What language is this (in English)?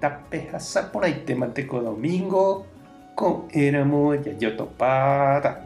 Guarani